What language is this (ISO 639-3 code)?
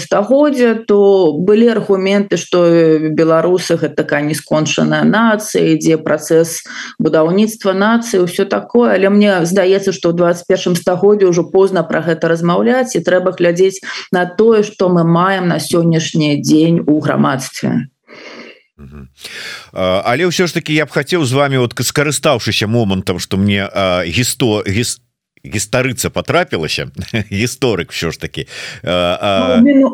bel